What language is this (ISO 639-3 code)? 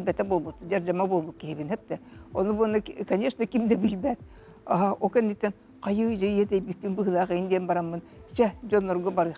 sah